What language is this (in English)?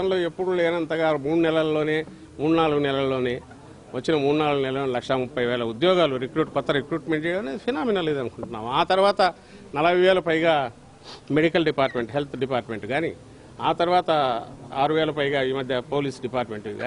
Telugu